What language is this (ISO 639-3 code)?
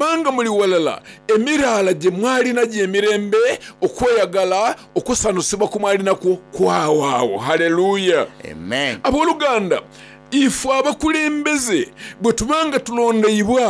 xog